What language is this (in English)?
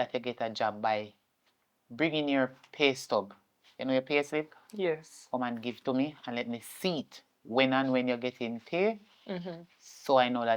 Jamaican Creole English